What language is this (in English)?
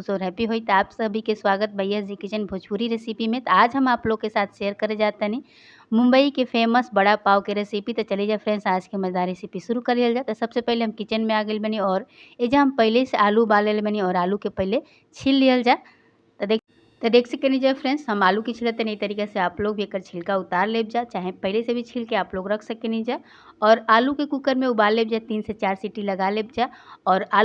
Bhojpuri